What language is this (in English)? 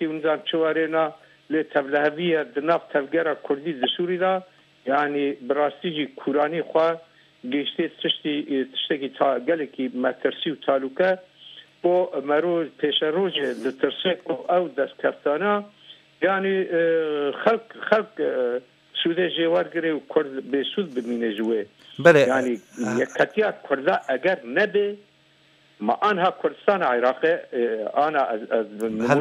Kurdish